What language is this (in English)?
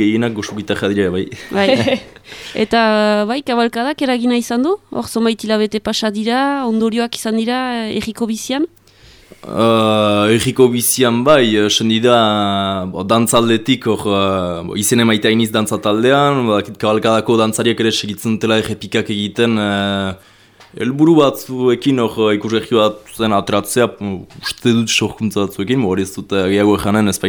Basque